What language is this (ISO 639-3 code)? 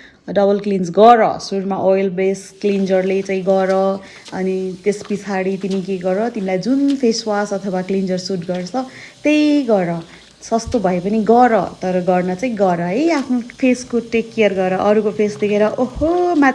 nep